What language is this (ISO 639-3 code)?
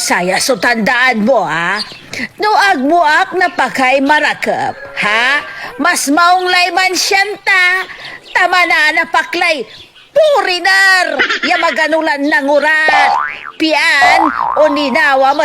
pag